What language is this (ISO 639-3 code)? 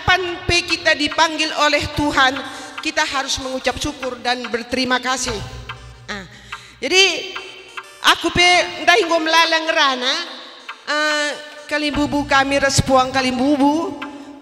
btx